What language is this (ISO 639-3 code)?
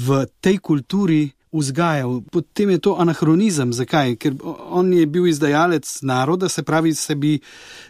slv